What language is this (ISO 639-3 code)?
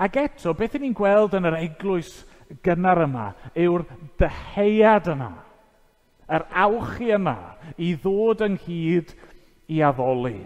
cym